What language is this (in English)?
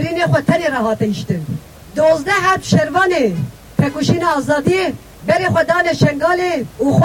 Kurdish